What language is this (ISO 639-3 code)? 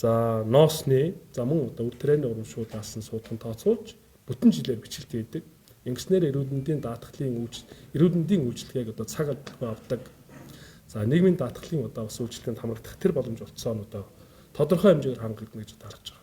mon